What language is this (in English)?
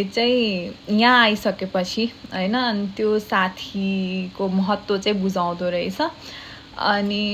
Nepali